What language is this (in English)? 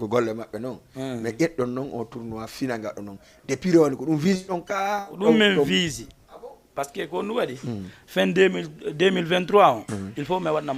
Fula